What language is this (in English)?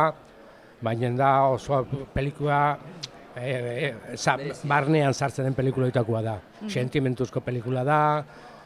Basque